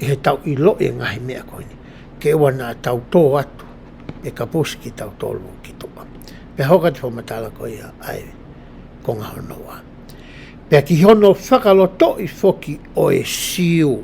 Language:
Tongan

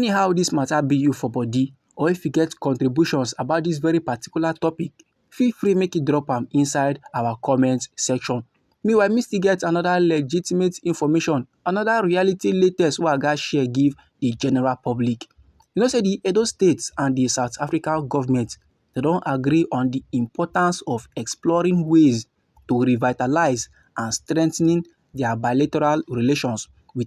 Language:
Nigerian Pidgin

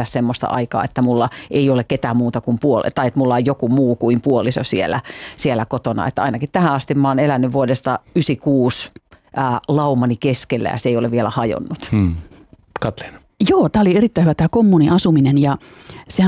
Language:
Finnish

